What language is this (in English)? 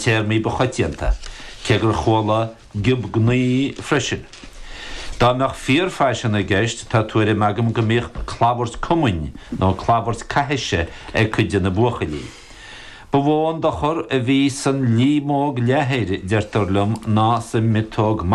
Irish